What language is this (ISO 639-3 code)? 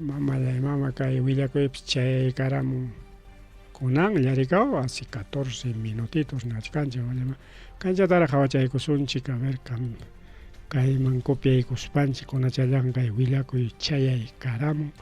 quy